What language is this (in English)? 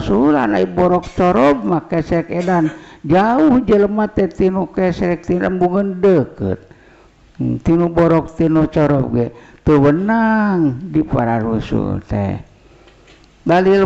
Sundanese